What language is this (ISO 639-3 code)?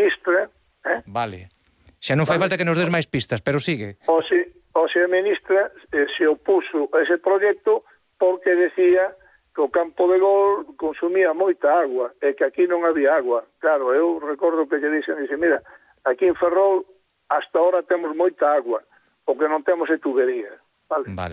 glg